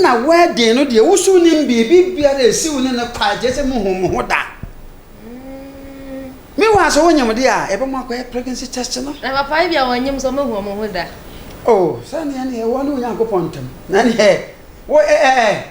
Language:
Akan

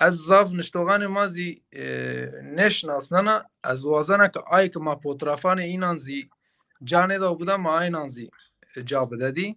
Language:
Zaza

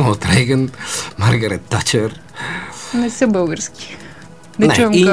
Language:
Bulgarian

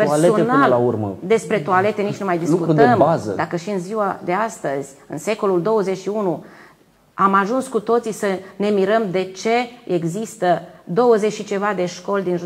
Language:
Romanian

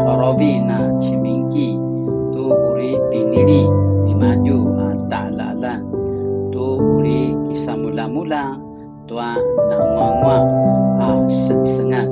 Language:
Paiwan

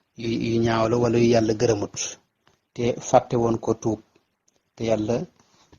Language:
Wolof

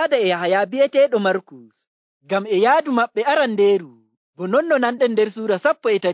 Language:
Nigerian Fulfulde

